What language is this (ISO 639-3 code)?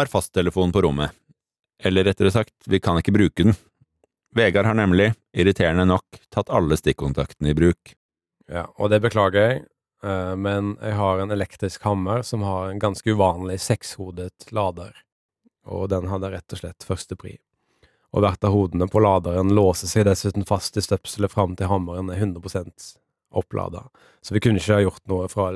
nor